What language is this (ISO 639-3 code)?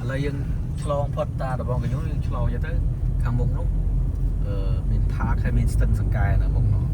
khm